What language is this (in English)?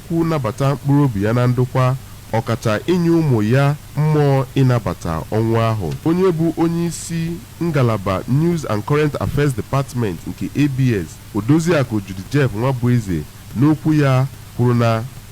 Igbo